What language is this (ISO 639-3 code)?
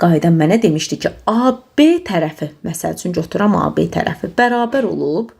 aze